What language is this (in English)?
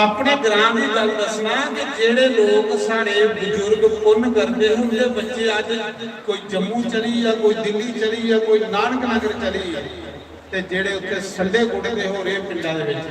Dogri